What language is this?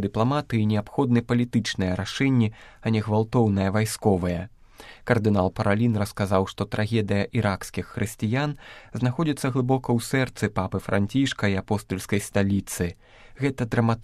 Belarusian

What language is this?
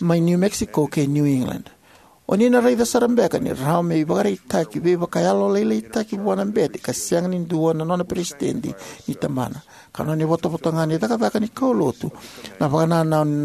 Fijian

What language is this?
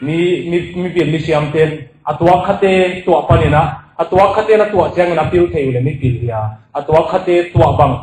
Tedim Chin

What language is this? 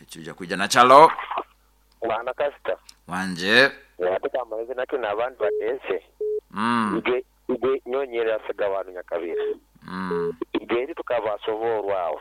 Nyoro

